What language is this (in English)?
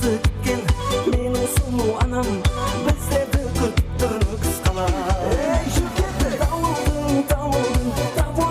Kara-Kalpak